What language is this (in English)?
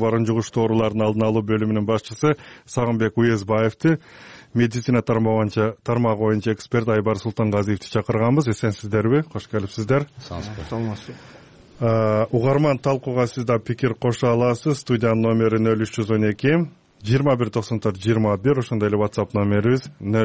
Kyrgyz